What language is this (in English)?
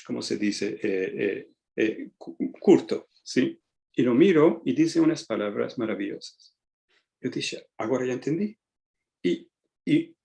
Ladino